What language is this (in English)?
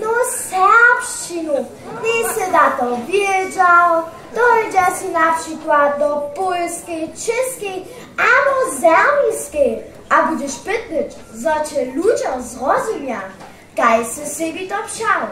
Upper Sorbian